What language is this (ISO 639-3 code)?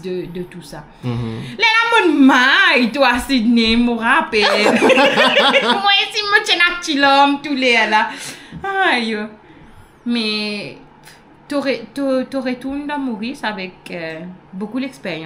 mfe